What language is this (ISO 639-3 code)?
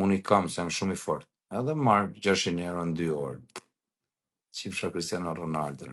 sqi